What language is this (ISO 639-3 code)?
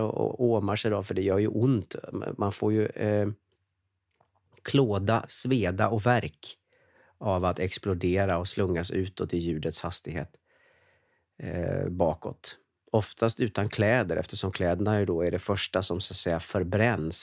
swe